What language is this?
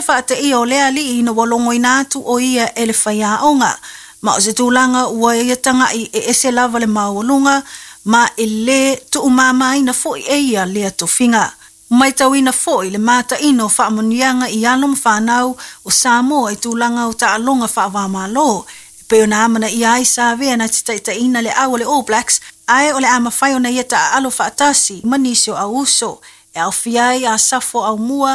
Samoan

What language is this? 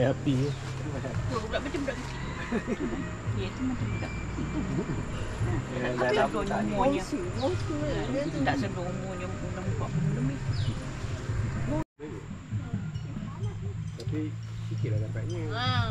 Malay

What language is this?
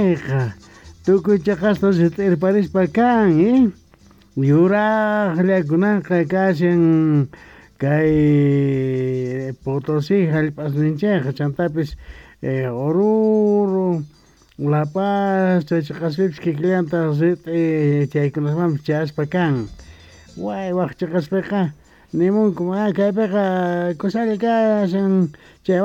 South Bolivian Quechua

